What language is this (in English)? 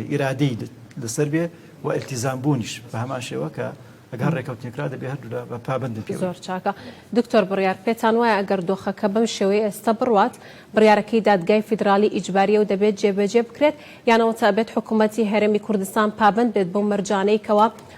Central Kurdish